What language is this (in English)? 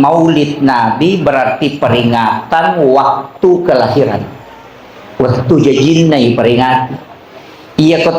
Buginese